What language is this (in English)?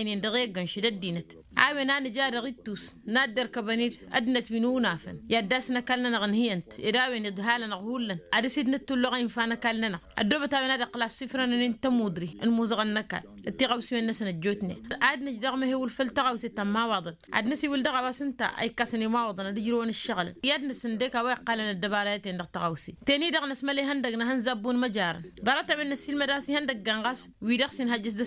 Tamasheq